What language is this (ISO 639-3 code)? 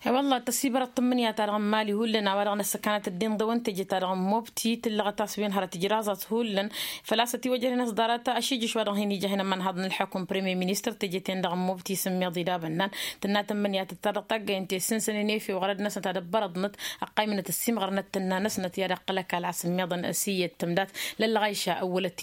taq